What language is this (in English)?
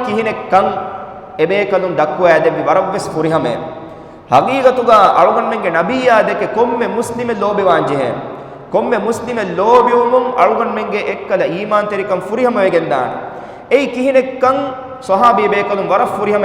Divehi